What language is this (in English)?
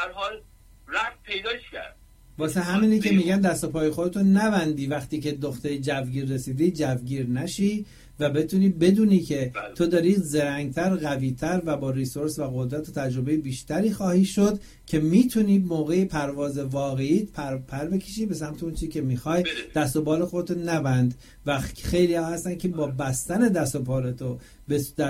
Persian